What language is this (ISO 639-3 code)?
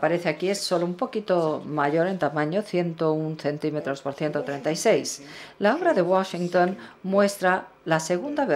spa